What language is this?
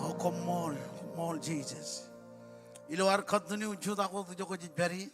Marshallese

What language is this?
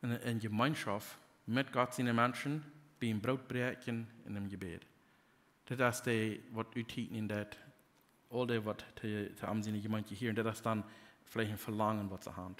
Plautdietsch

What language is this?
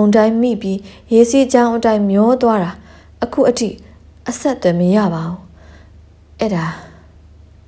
Burmese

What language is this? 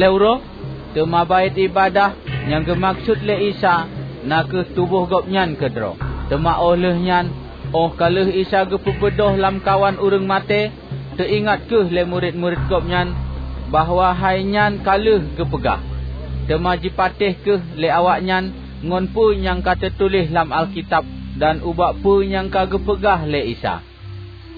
Achinese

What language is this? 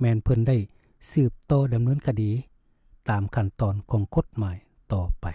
Lao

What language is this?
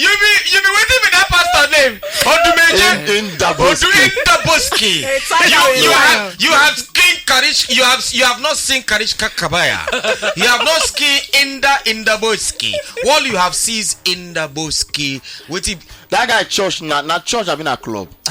Nigerian Pidgin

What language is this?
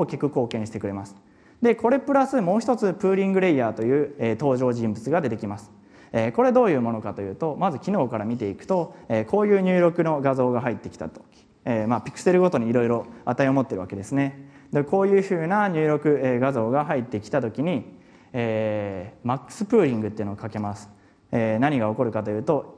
Japanese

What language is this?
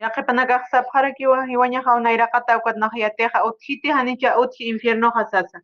Aymara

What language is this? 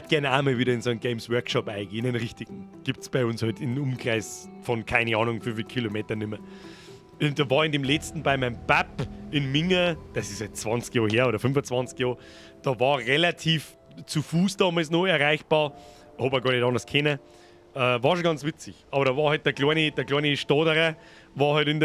Bavarian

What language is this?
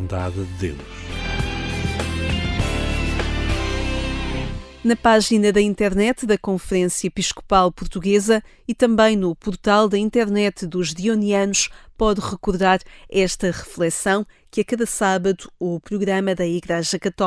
Portuguese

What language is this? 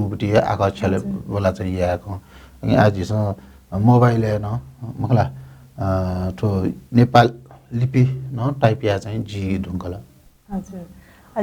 Newari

